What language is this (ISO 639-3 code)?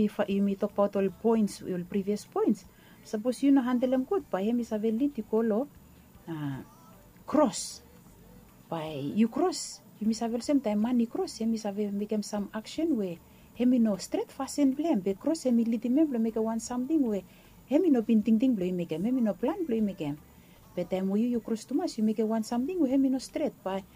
bis